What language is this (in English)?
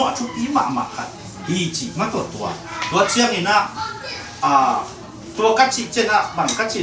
Tedim Chin